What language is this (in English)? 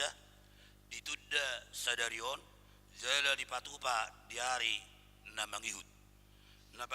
Batak Toba